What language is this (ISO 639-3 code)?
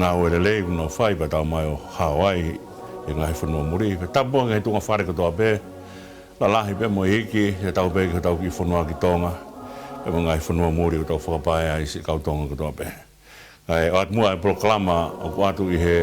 ton